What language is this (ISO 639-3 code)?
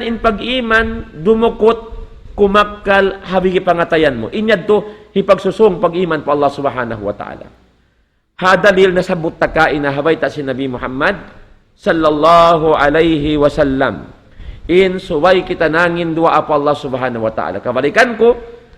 tsg